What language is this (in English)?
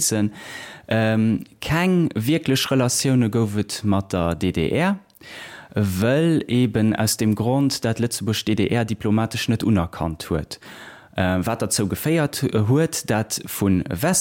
Luxembourgish